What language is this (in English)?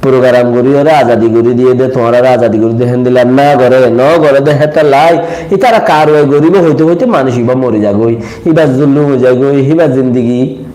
Rohingya